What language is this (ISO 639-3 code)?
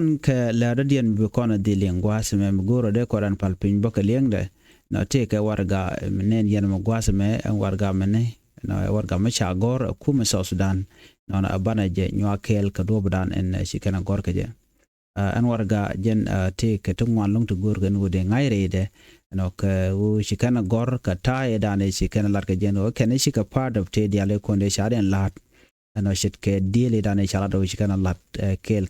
nus